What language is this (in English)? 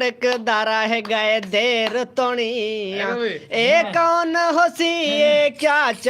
Saraiki